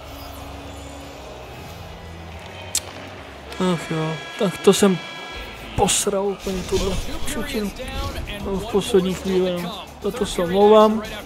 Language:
Czech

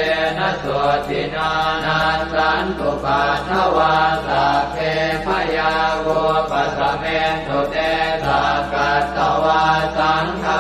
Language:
Pali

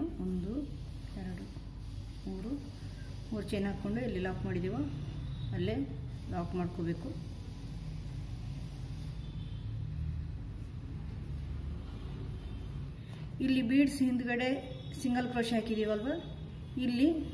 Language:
Kannada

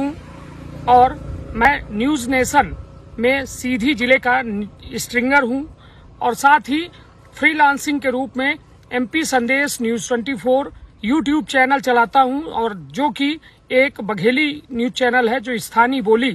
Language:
Hindi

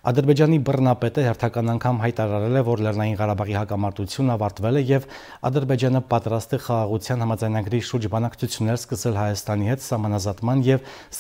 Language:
Armenian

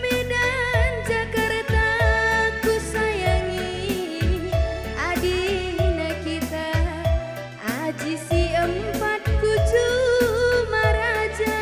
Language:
Batak Karo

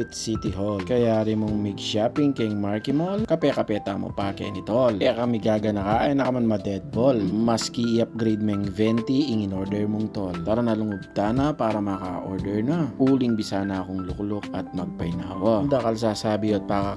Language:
Pampanga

